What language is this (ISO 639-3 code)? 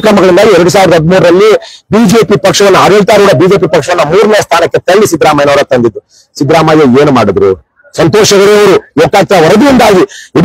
kan